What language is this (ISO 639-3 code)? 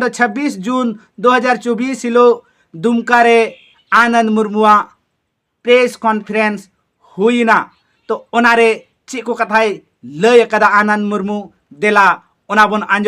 sat